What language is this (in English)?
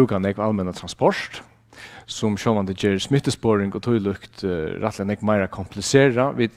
Faroese